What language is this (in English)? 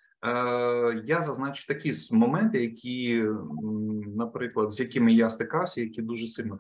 Ukrainian